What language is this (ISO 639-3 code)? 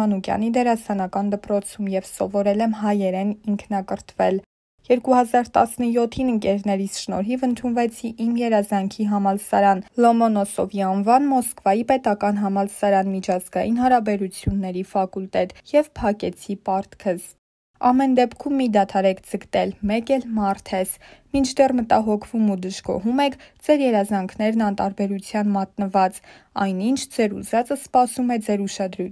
hye